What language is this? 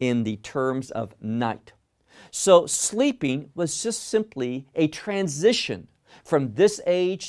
English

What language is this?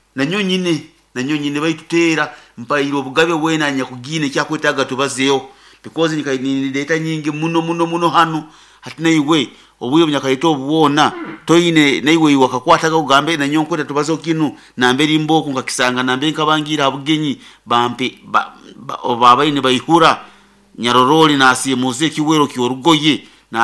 Nyoro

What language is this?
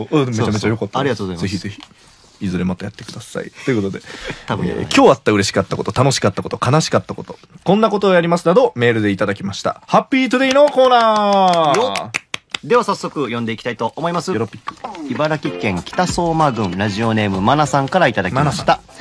Japanese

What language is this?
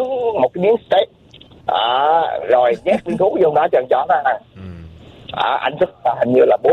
Vietnamese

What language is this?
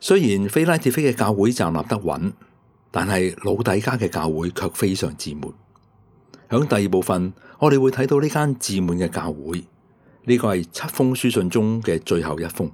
Cantonese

